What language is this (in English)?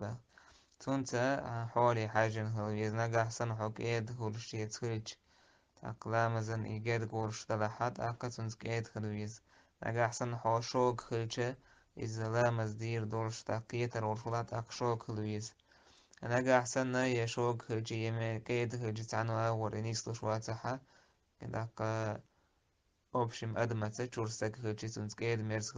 Chechen